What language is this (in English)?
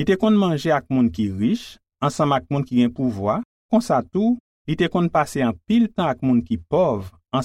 Haitian Creole